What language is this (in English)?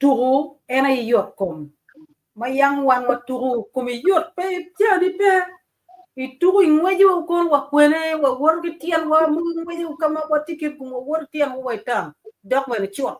Acoli